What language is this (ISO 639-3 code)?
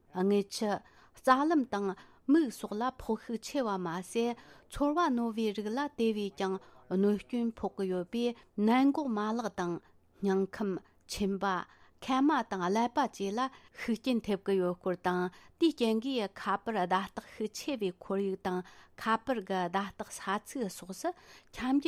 bod